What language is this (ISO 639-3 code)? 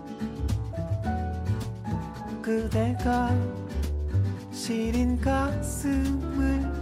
kor